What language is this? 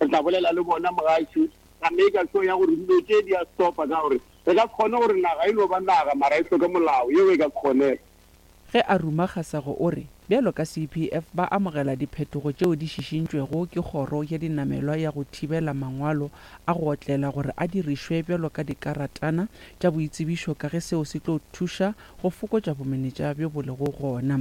Northern Sotho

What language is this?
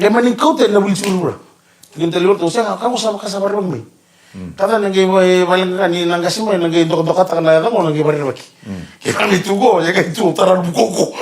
Fijian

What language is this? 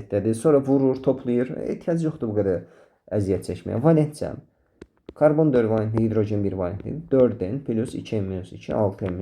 Azerbaijani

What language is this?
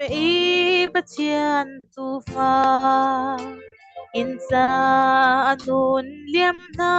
Falam Chin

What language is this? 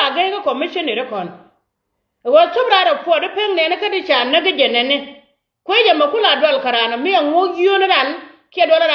Nuer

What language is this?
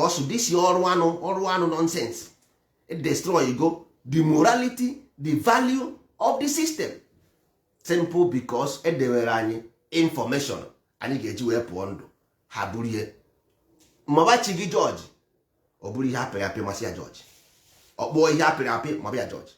Igbo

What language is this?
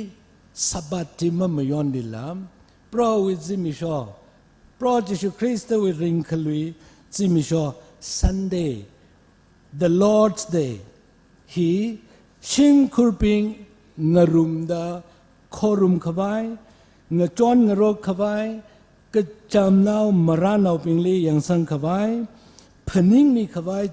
Tangkhul Naga (India)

